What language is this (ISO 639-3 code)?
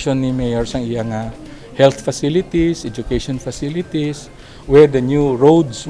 hil